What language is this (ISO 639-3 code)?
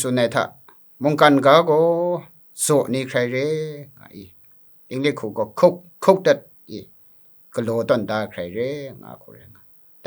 kac